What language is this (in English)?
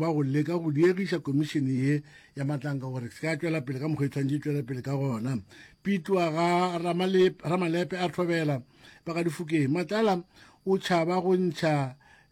Northern Sotho